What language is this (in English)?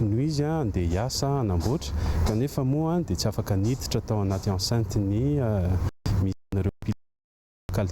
Malagasy